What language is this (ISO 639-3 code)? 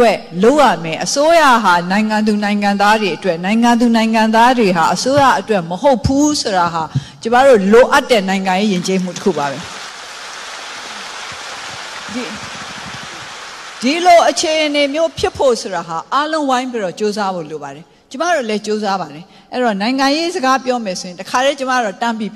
mya